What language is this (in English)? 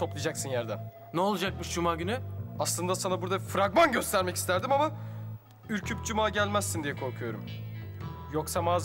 Turkish